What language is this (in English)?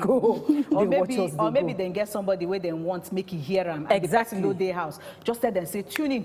Nigerian Pidgin